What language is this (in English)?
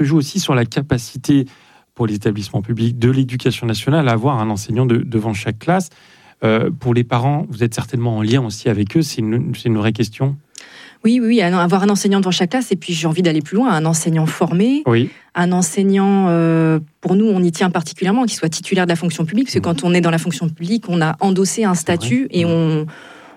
French